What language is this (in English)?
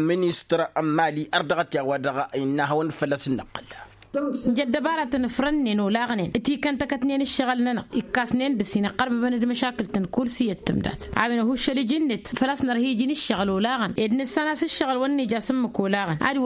Tamasheq